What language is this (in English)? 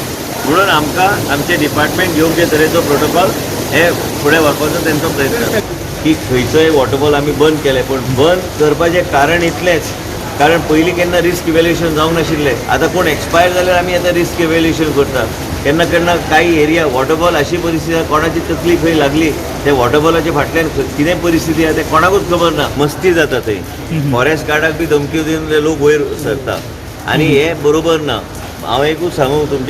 Konkani